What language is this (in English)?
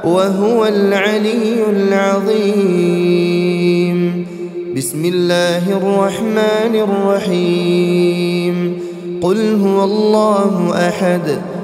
Arabic